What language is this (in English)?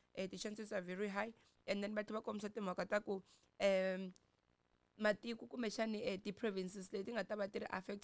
Tsonga